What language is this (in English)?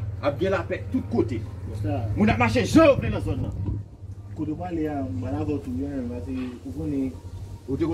Haitian Creole